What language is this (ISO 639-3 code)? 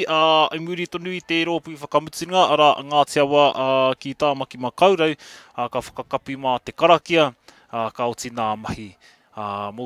mri